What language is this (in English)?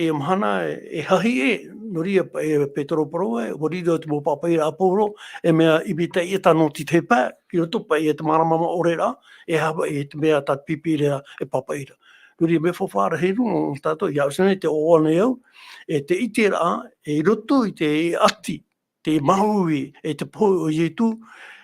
Tahitian